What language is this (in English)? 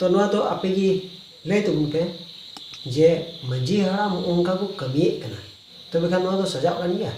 Santali